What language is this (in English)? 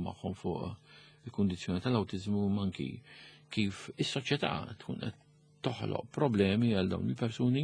Maltese